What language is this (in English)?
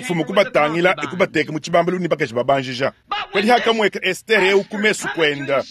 Luba-Lulua